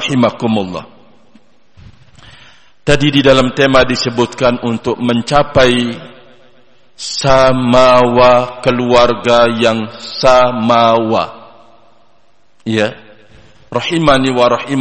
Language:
Indonesian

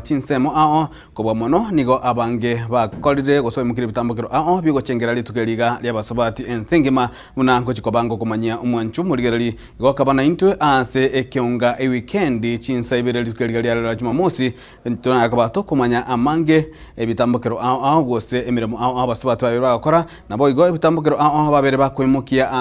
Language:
Gusii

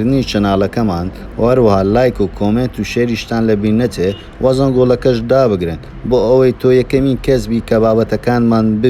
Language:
Central Kurdish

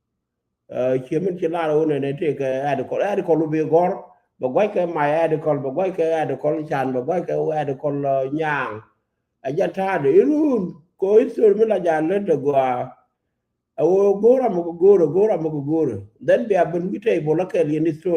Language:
Nuer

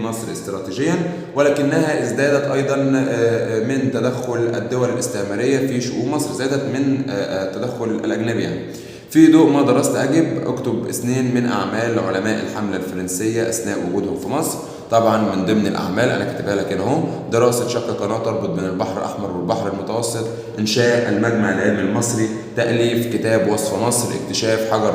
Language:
Egyptian Arabic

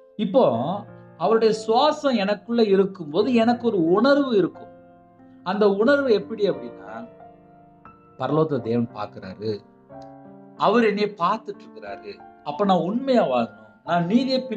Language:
Tamil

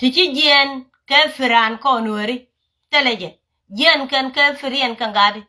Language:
Nuer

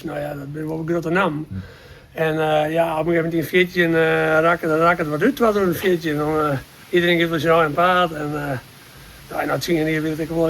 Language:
Western Frisian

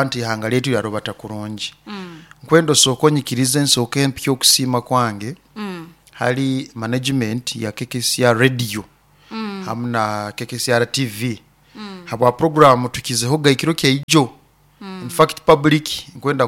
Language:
Nyoro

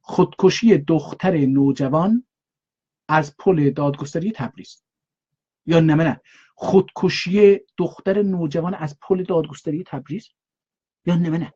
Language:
South Azerbaijani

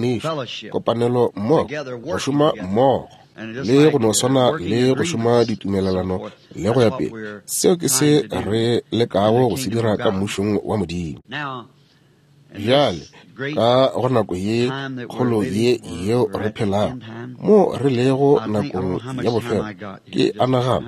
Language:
Northern Sotho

